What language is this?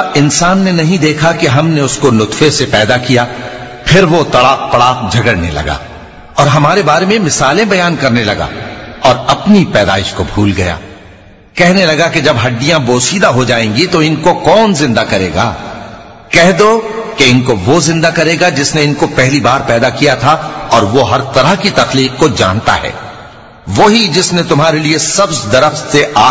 Urdu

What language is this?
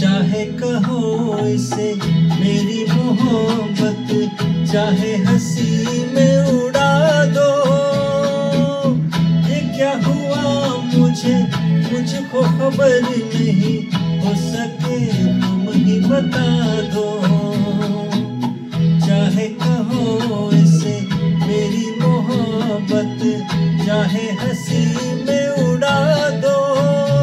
Hindi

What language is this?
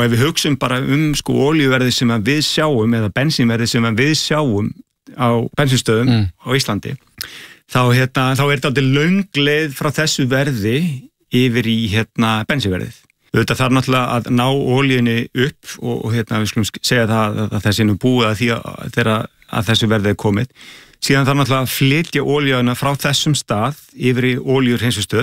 Icelandic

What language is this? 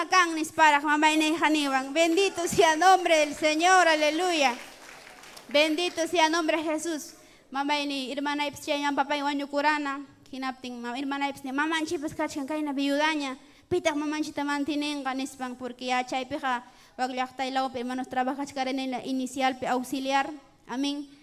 Ayacucho Quechua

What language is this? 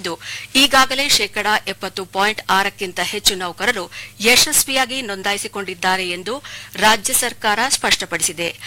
Kannada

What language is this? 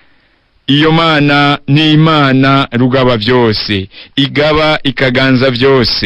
Rundi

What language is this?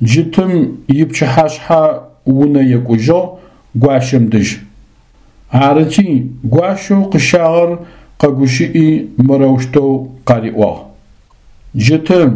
Adyghe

